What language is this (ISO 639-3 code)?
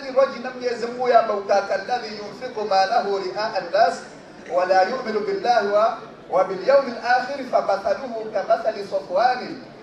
swa